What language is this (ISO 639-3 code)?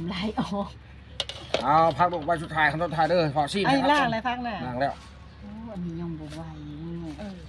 lao